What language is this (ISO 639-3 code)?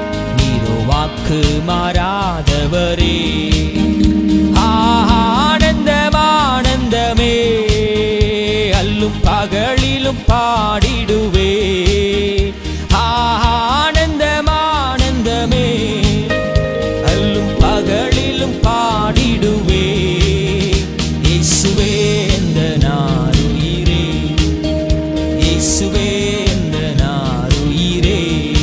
tam